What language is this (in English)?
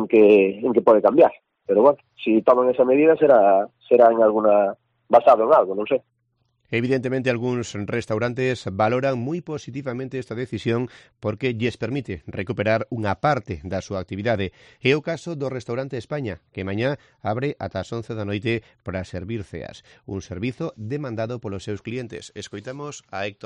Galician